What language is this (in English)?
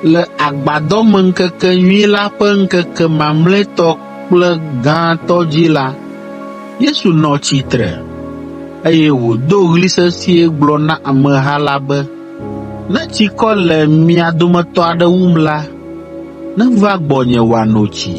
Ewe